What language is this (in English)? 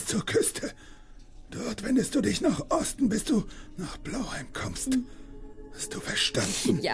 German